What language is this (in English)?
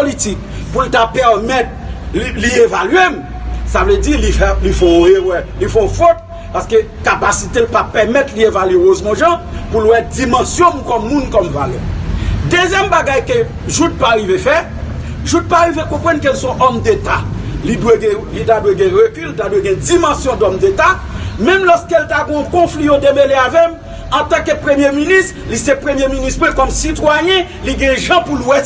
Haitian Creole